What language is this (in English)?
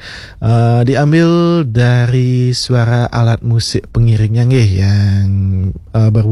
Balinese